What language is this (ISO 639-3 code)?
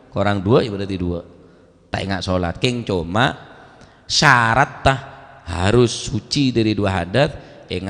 mad